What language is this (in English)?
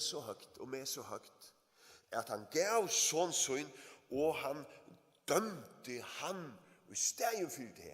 Faroese